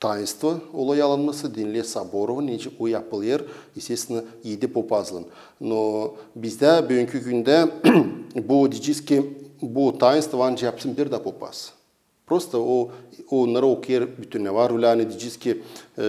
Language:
Gagauz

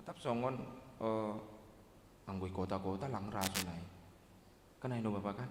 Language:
Batak Simalungun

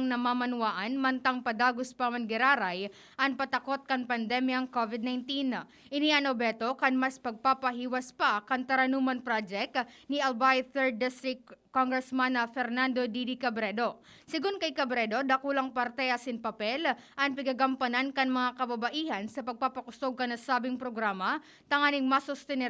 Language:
Bikol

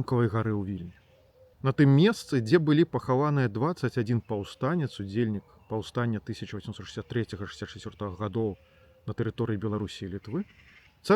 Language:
Belarusian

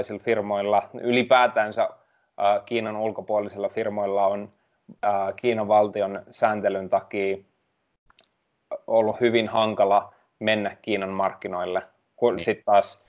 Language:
Finnish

